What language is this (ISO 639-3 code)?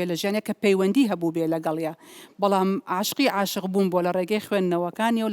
ckb